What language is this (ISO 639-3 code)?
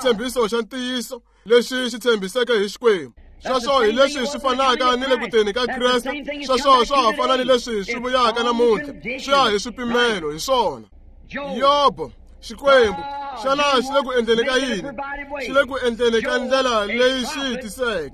tso